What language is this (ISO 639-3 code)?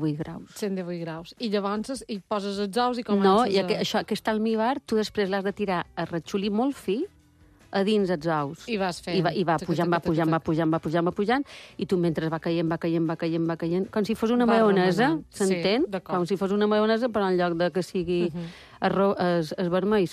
cat